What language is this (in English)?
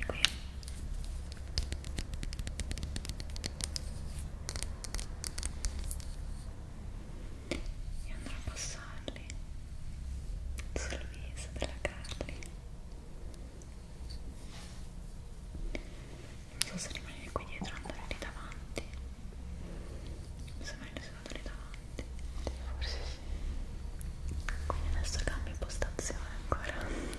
Italian